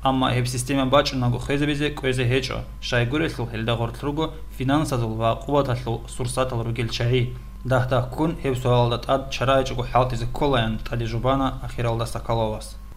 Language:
Avaric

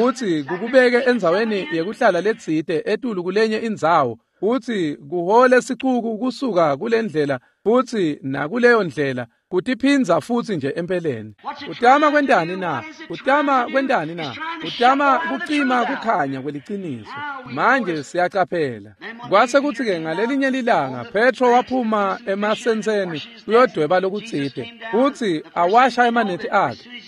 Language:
Swati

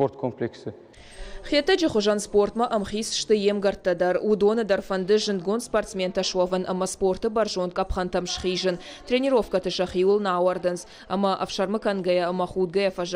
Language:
Ossetic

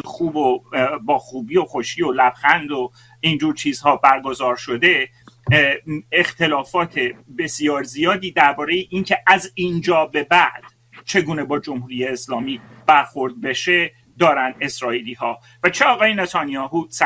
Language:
Persian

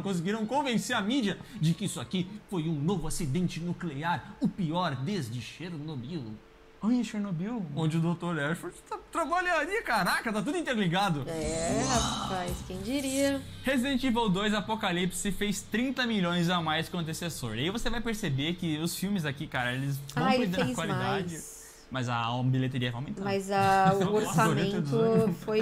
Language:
Portuguese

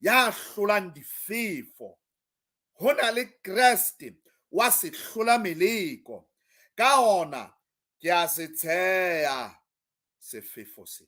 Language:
Southern Sotho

